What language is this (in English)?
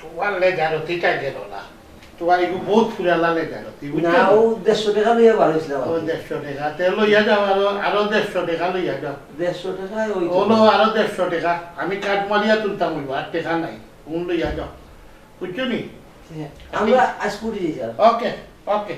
Sylheti